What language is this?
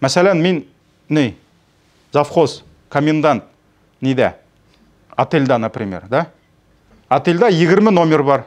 Tatar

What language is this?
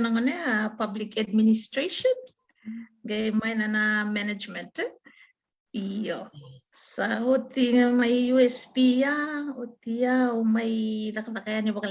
Fijian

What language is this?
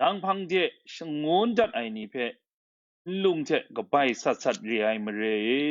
Kachin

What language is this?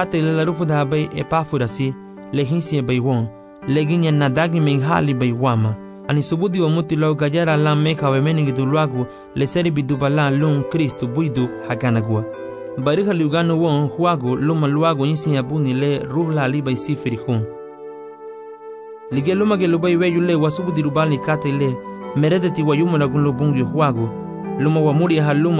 Garifuna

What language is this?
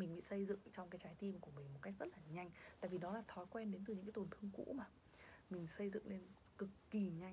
Vietnamese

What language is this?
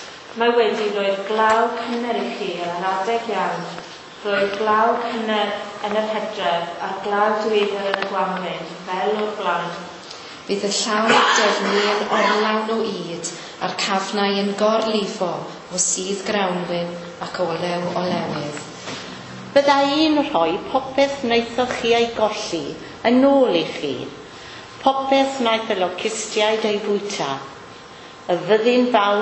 Welsh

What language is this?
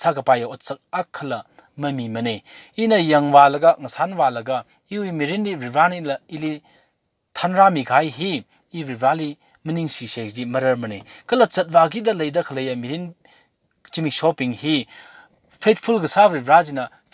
Tangkhul Naga (India)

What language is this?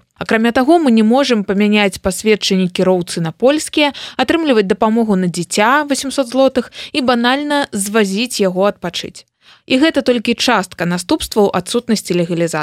Belarusian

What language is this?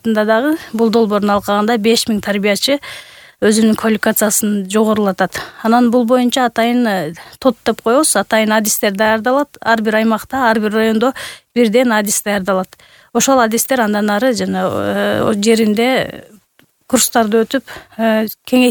Kyrgyz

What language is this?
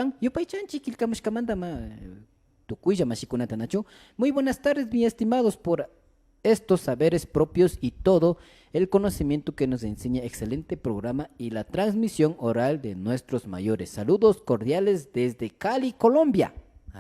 Imbabura Highland Quichua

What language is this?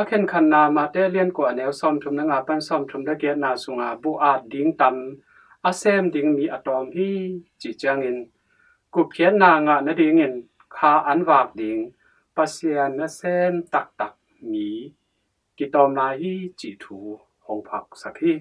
Tedim Chin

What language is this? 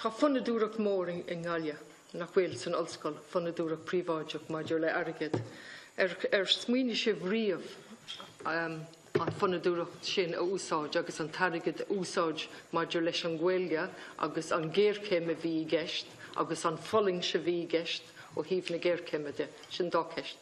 Irish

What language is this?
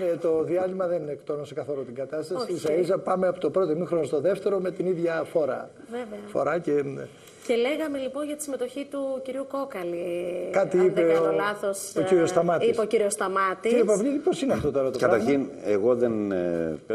Greek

